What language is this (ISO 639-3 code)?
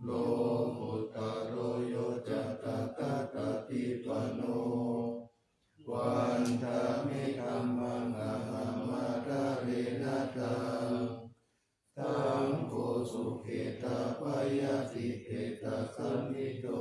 pli